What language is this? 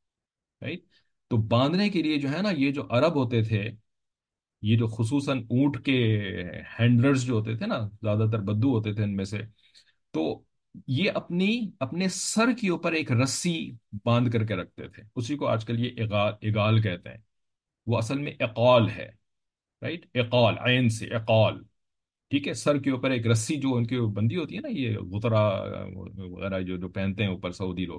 Urdu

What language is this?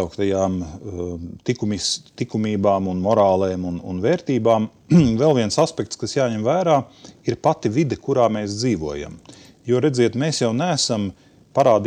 Latvian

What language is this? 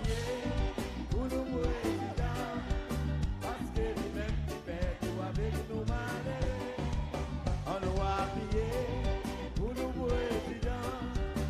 Seselwa Creole French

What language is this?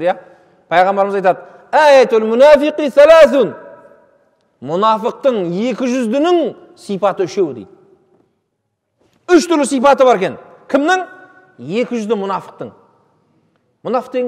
Kazakh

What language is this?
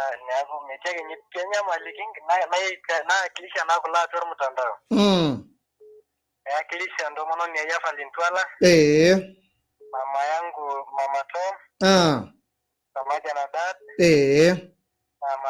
Masai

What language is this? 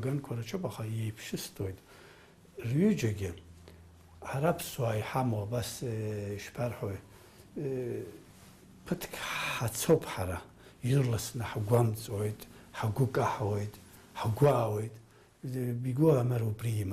Abkhazian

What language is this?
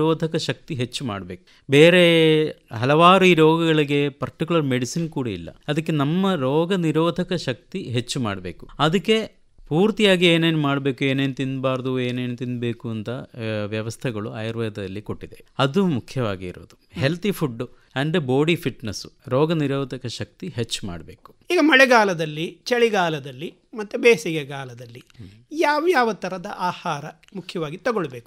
Kannada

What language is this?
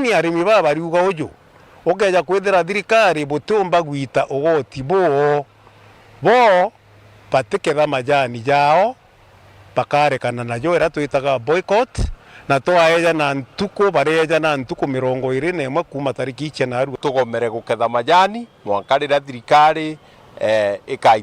Meru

